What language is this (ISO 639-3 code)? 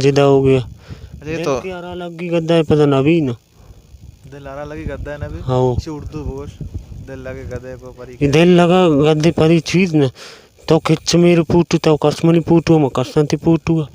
bal